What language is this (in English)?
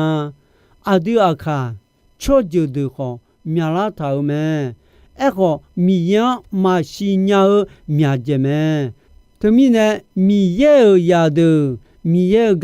Akha